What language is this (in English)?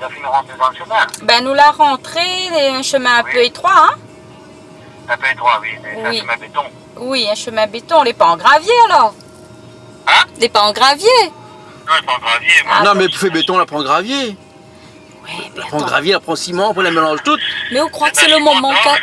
Réunion Creole French